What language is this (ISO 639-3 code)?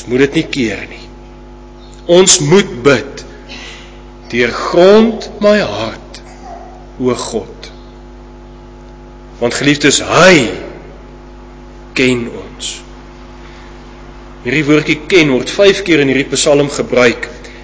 afr